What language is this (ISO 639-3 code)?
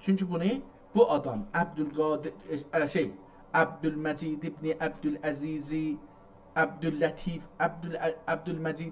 azb